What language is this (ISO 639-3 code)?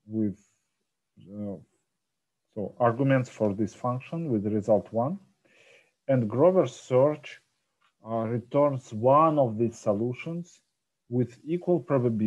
eng